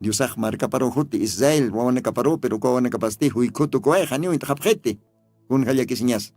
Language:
Aymara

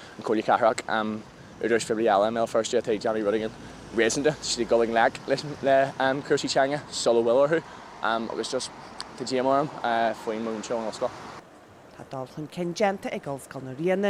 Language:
Irish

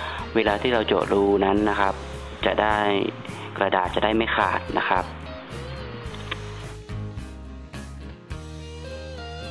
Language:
Thai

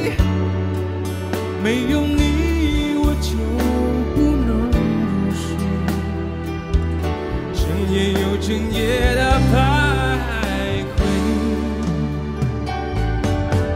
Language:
Chinese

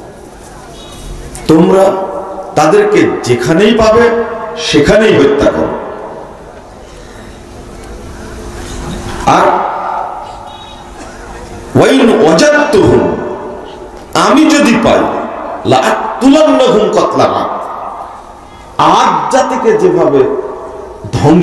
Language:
Bangla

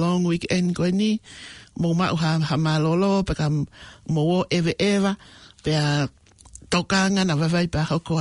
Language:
Tongan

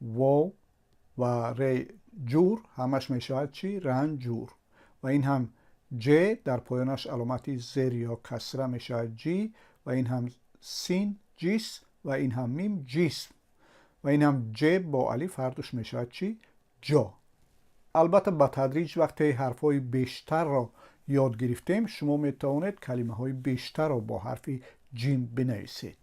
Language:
Tajik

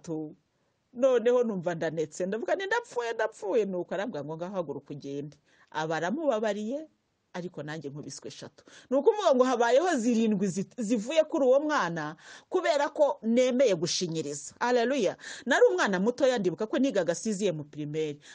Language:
Kinyarwanda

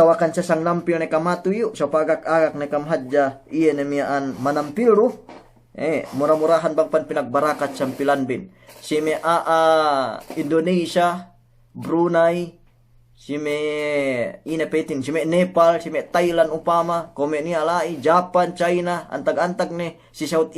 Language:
Yakan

